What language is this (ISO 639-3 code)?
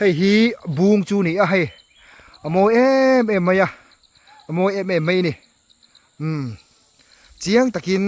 lus